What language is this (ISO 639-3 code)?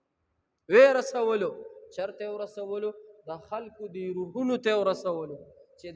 pus